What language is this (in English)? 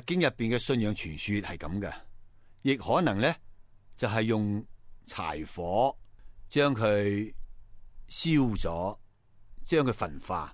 Cantonese